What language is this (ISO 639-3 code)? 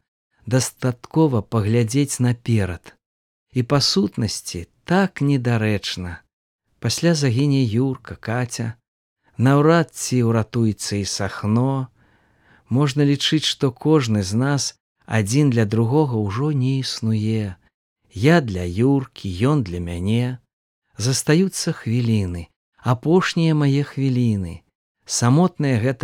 bel